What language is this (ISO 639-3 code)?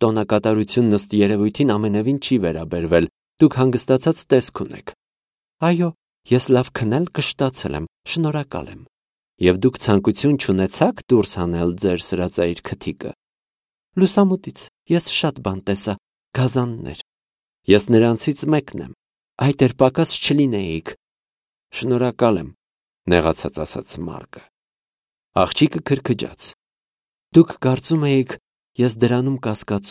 hye